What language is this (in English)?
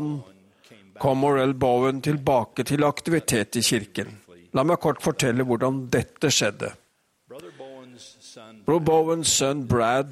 Norwegian